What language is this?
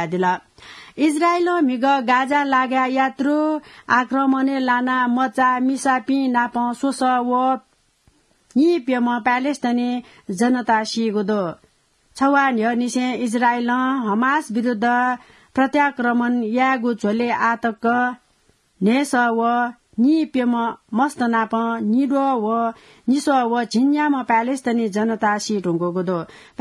Newari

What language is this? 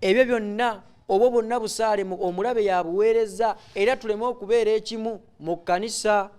Ganda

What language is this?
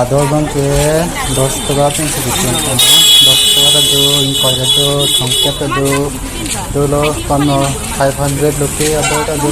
Karbi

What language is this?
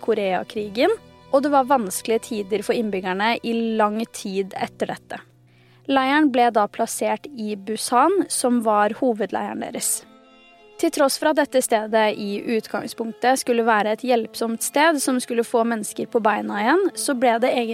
Norwegian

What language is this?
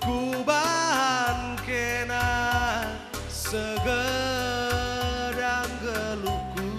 Batak Karo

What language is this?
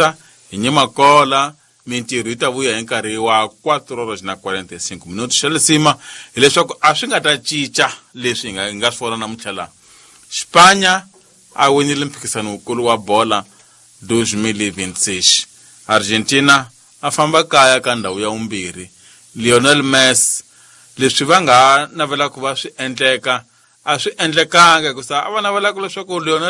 Tsonga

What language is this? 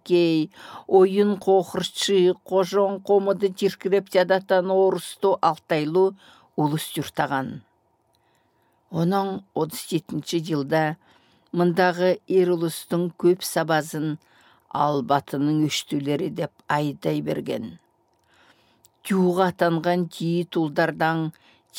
Southern Altai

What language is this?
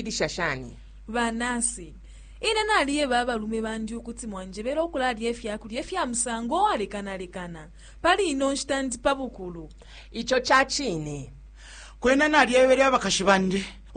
Bemba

